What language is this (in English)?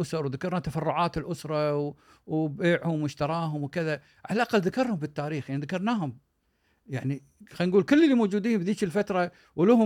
Gulf Arabic